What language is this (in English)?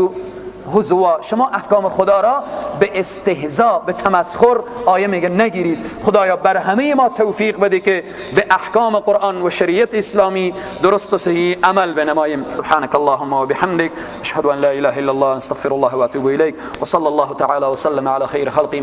Persian